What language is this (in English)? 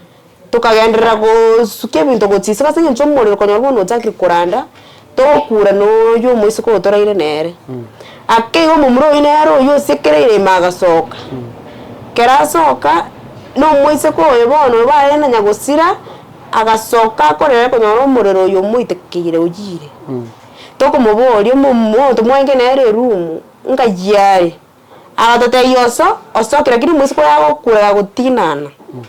Gusii